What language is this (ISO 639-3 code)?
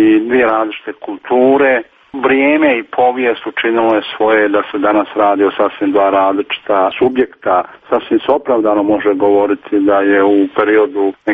hrv